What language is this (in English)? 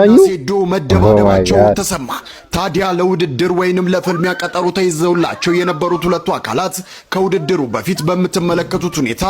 Amharic